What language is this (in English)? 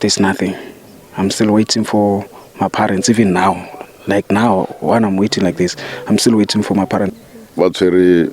Tswana